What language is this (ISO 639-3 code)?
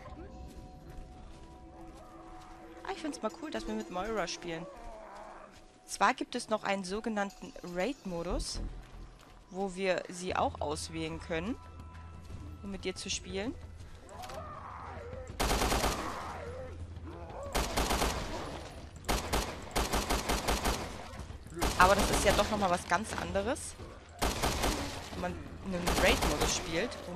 deu